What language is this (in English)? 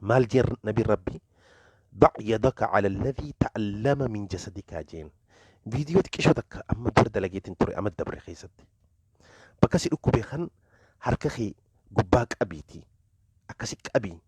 Oromo